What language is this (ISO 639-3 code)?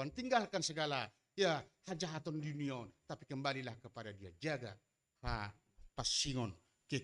bts